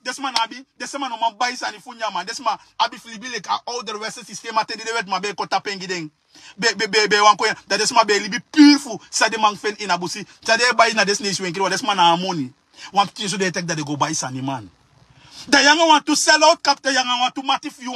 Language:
Sranan Tongo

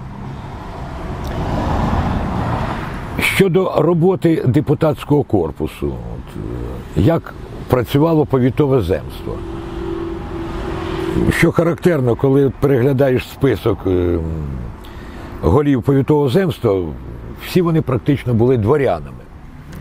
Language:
Ukrainian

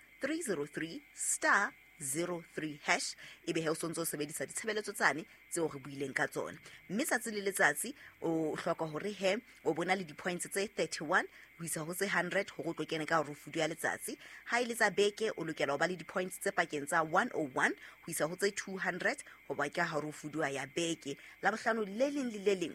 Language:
Southern Sotho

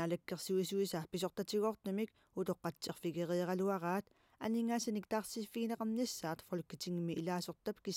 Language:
Kalaallisut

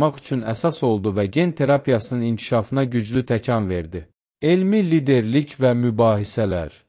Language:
Azerbaijani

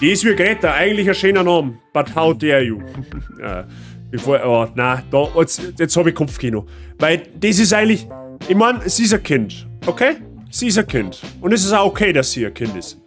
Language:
Bavarian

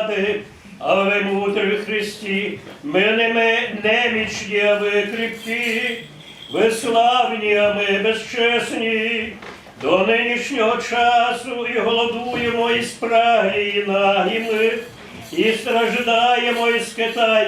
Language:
Rusyn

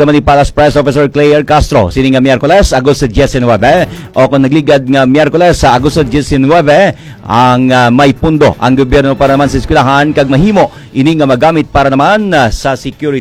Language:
Hiligaynon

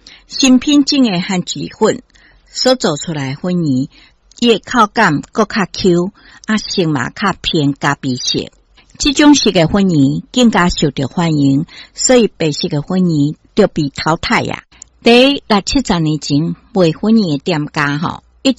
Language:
Min Nan Chinese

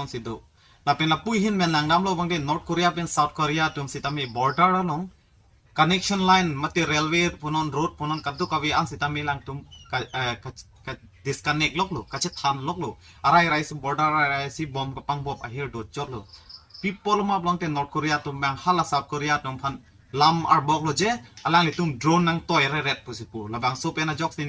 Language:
Karbi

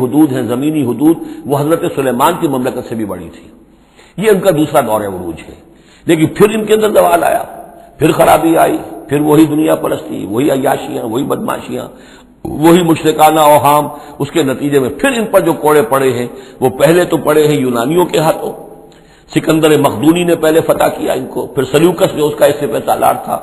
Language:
Urdu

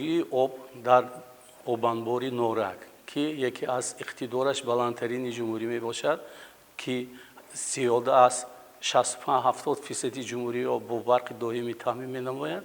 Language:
Tajik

